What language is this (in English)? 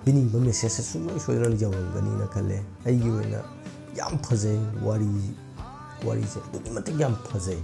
Manipuri